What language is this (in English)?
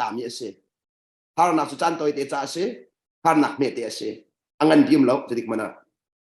Hakha Chin